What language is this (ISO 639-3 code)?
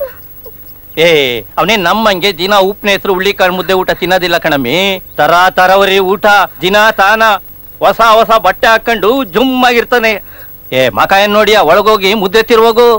kan